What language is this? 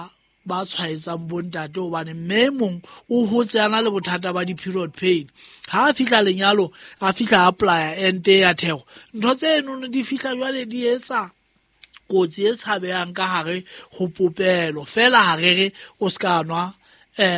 Southern Sotho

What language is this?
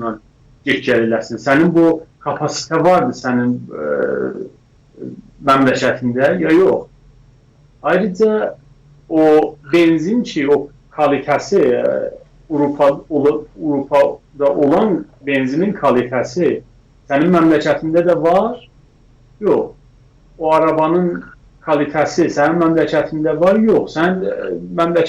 South Azerbaijani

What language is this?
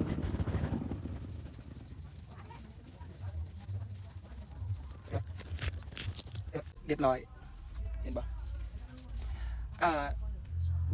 Lao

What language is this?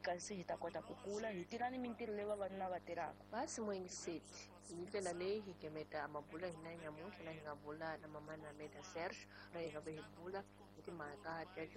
Tsonga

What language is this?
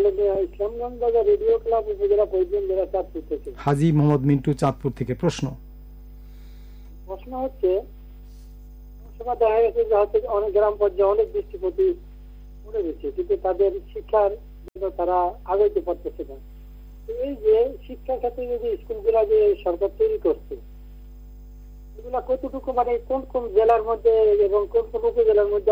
Bangla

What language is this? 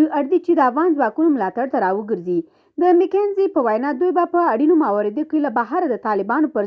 Pashto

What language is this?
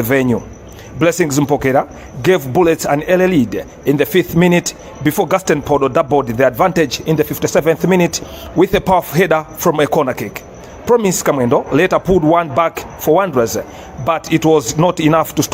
English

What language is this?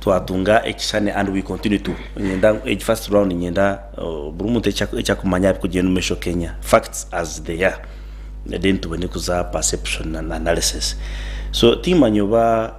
Nyankole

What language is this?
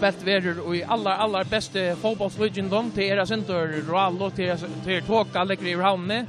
Faroese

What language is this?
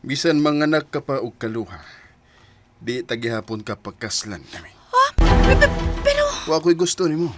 Cebuano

